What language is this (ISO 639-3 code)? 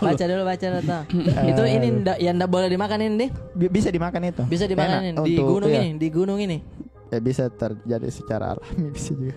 mfp